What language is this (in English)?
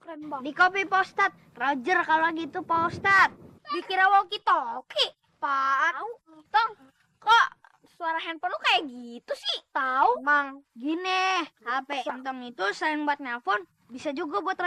Betawi